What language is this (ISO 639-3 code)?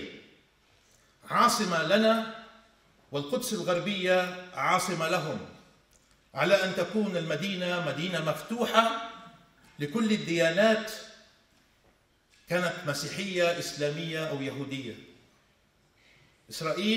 ara